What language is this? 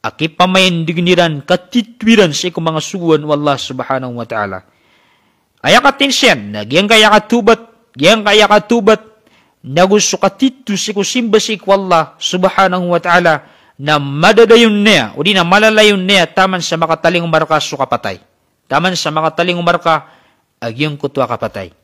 Maranao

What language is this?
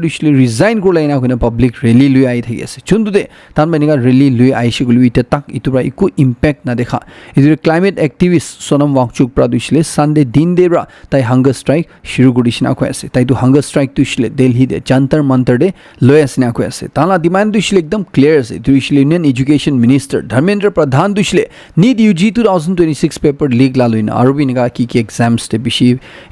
Naga Pidgin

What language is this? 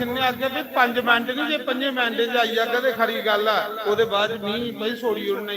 Dogri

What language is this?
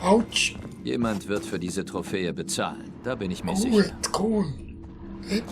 Swiss German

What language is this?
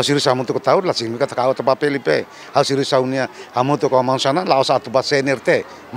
Tetum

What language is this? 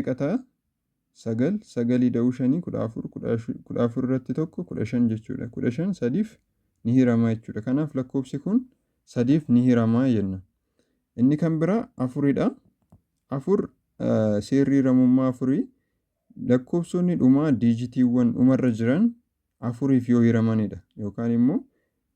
Oromo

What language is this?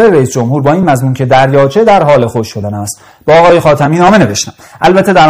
Persian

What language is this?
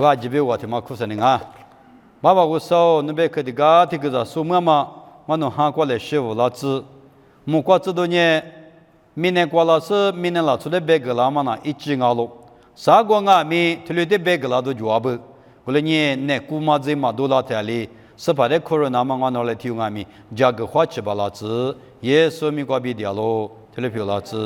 Lisu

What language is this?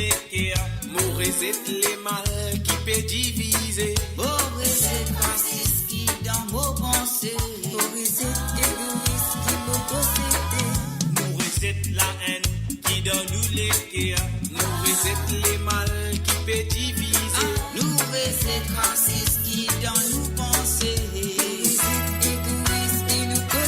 Morisyen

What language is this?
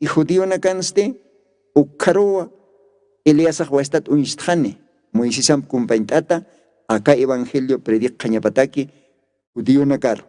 Aymara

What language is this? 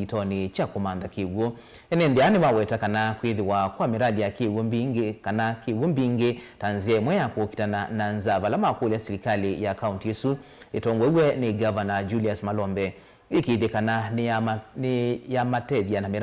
Kamba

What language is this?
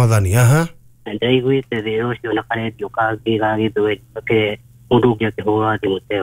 Kikuyu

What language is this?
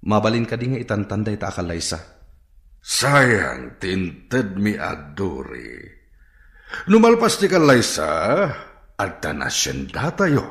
Iloko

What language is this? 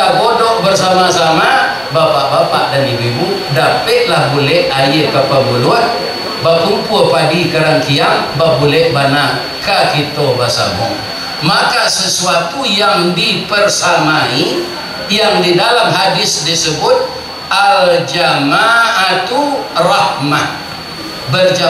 Minangkabau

